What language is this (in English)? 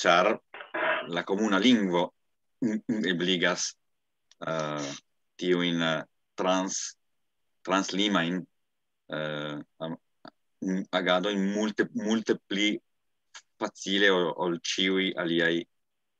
Esperanto